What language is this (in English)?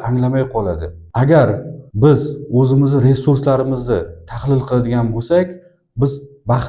Uzbek